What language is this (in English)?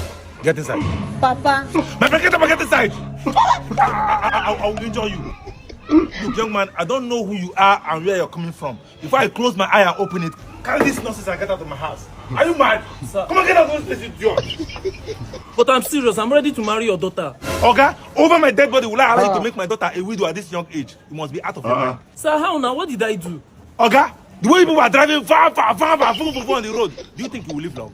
Nigerian Pidgin